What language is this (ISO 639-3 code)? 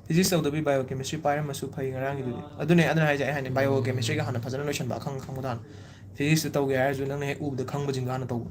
mni